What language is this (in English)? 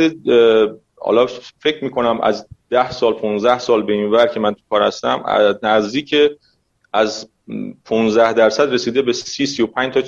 Persian